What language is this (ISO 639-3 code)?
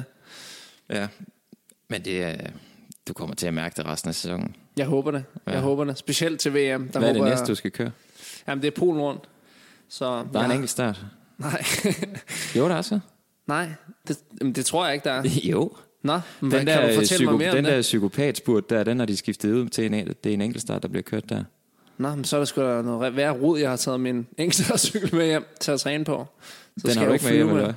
dan